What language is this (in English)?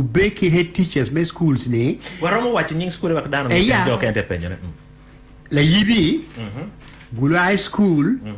Acoli